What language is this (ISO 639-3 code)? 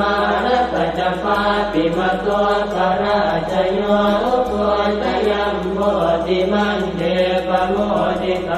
pli